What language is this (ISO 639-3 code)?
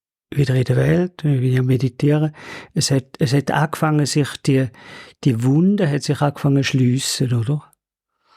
gsw